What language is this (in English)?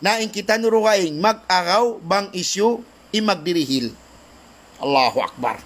Tausug